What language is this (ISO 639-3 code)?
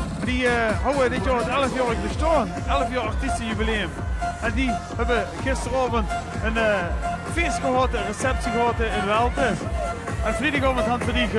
lim